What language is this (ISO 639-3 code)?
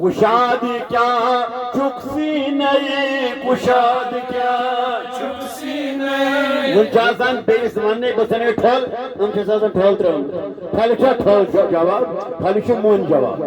kas